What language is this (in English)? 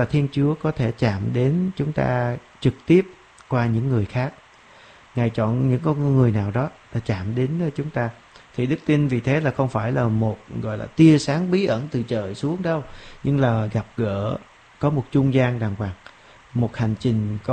Vietnamese